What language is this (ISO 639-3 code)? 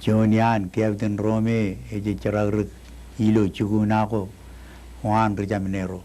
mah